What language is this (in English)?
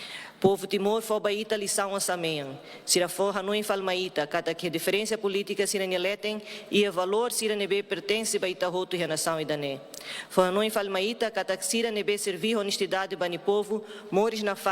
Tetum